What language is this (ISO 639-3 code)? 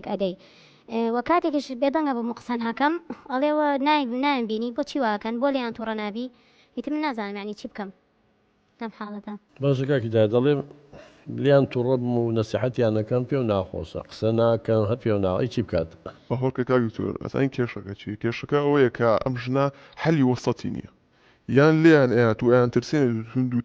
ckb